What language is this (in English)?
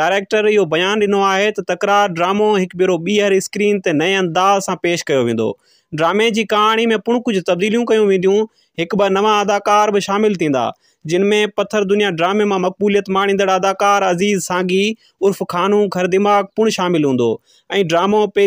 Sindhi